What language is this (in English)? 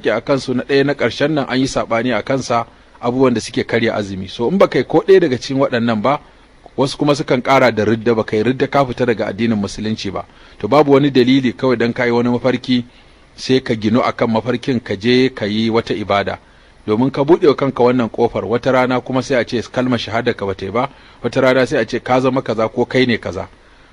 Hausa